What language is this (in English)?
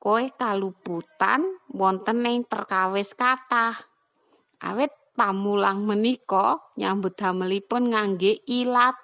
Javanese